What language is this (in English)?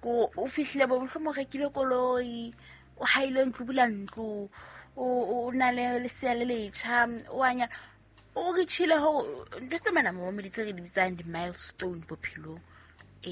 Southern Sotho